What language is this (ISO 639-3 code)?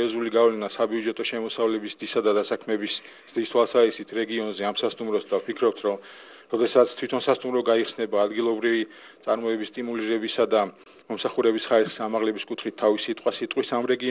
kat